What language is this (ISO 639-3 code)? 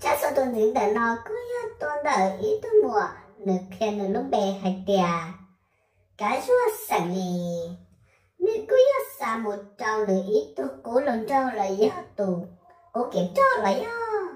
hmn